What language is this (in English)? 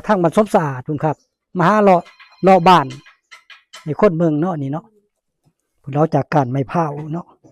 Northeastern Thai